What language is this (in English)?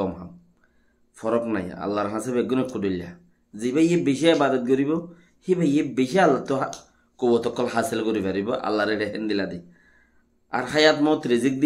Rohingya